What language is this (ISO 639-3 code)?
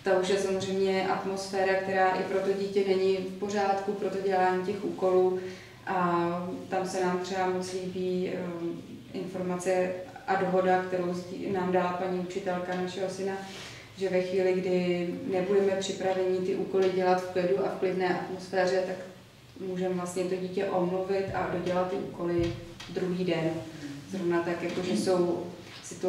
ces